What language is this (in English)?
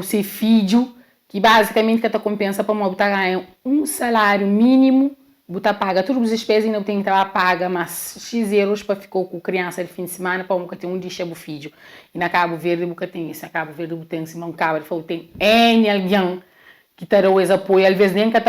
Kabuverdianu